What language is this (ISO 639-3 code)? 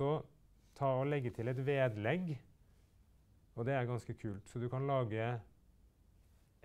nor